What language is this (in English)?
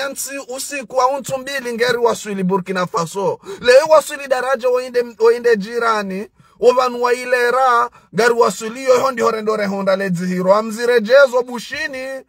Ngazidja Comorian